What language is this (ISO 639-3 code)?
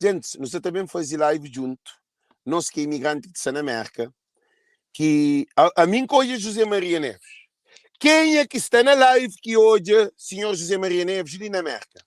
kea